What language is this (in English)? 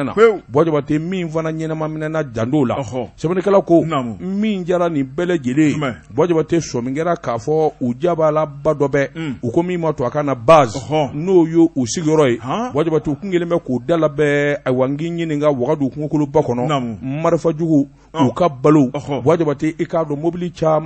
Bambara